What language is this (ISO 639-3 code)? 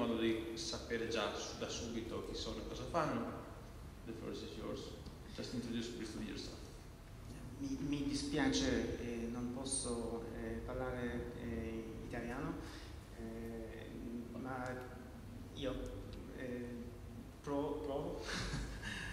ita